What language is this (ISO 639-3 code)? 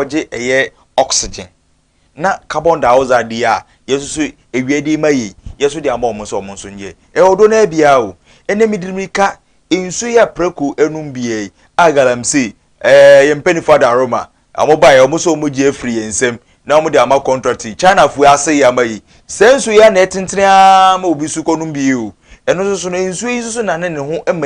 aka